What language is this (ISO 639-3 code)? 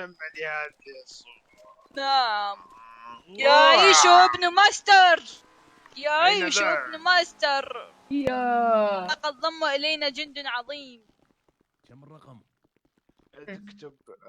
acm